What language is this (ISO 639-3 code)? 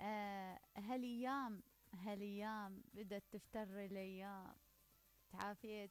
acm